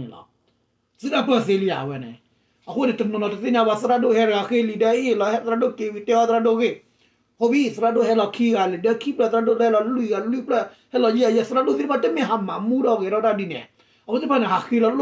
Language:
S'gaw Karen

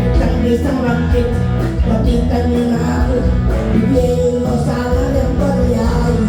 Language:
Pampanga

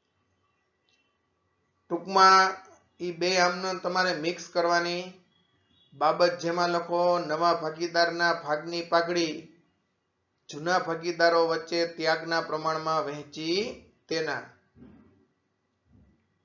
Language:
Gujarati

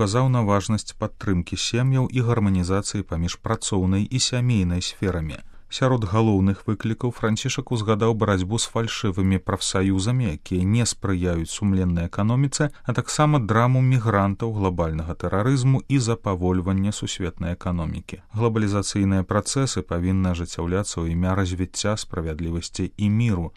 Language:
Belarusian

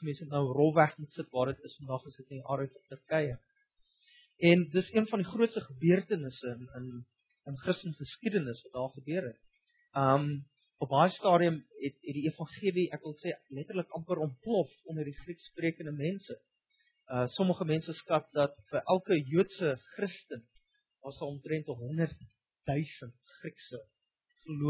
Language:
Afrikaans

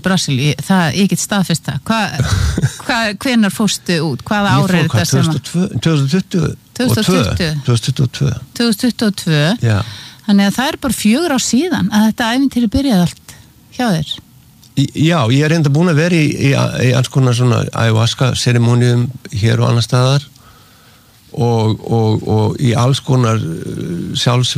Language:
Icelandic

